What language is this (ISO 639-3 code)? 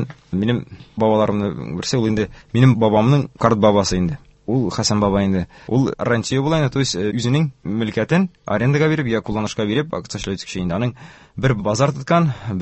tat